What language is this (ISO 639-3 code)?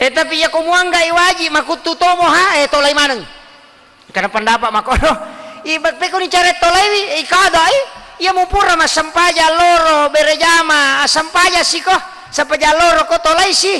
bug